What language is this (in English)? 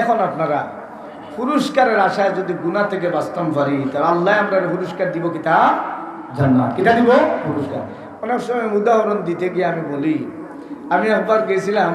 Sylheti